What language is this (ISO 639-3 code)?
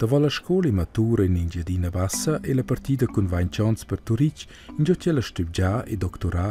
roh